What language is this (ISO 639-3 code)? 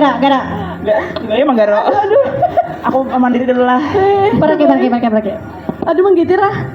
bjn